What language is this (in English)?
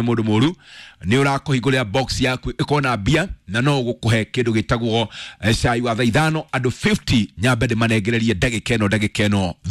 Kikuyu